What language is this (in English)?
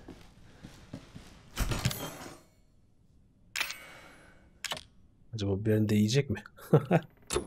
Turkish